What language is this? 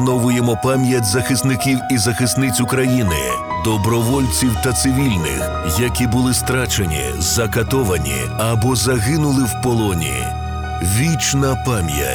Ukrainian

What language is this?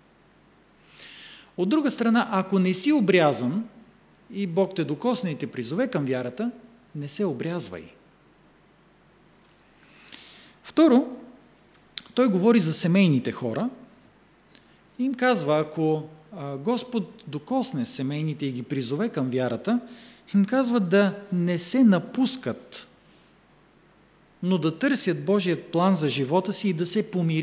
Bulgarian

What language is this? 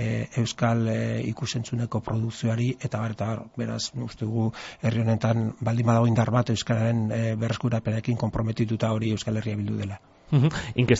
Basque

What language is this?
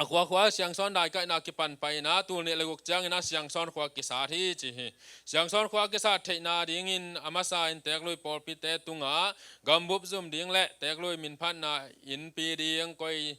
Tedim Chin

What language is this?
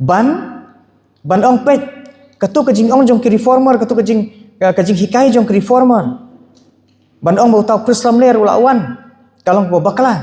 Khasi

